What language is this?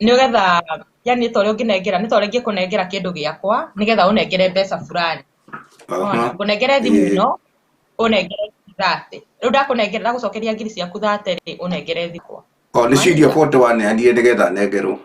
Kikuyu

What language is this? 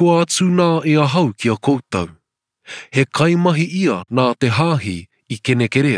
Māori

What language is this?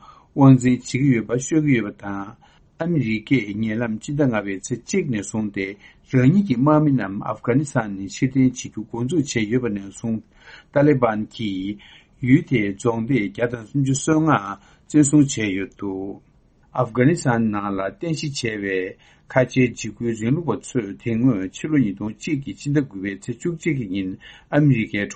Tibetan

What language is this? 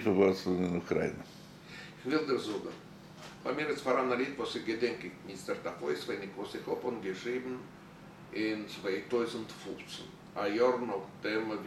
Yiddish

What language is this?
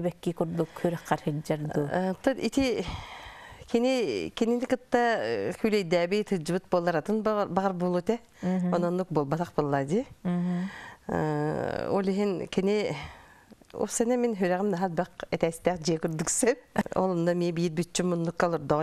Yakut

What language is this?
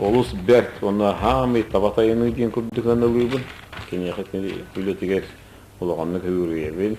Yakut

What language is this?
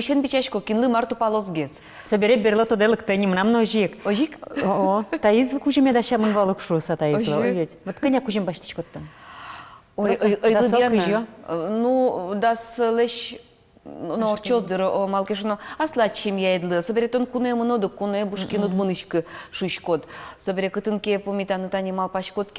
Udmurt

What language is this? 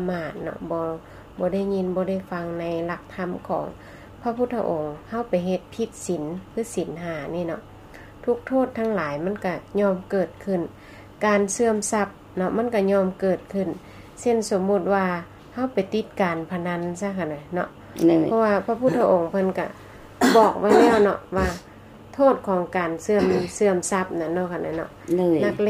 Lao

